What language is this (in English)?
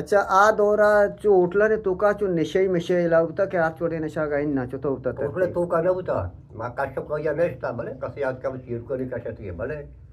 Eastern Balochi